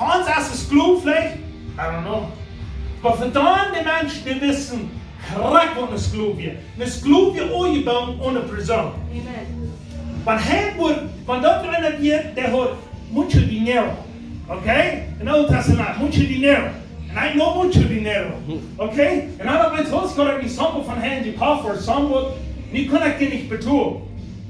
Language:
Plautdietsch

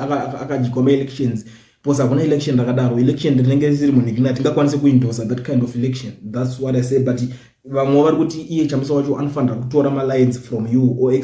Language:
Shona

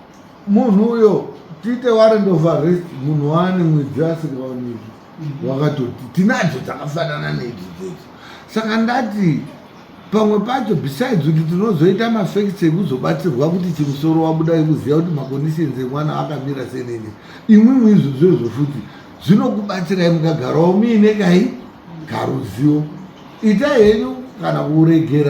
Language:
Shona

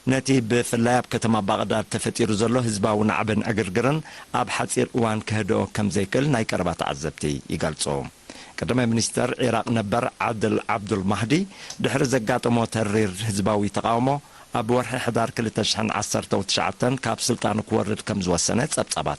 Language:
Tigrinya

